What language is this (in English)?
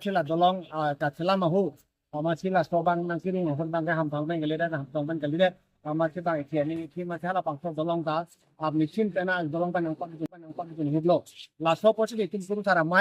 Karbi